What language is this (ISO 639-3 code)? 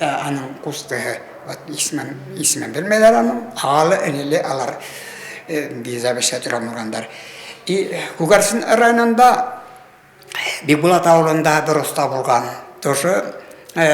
bak